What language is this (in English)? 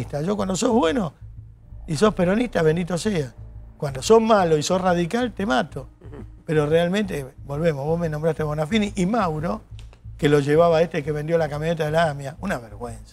Spanish